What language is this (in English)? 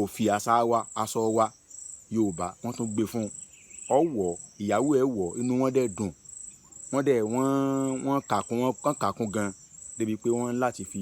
Yoruba